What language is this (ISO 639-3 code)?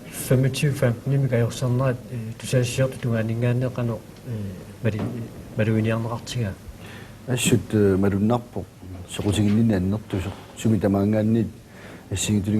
kal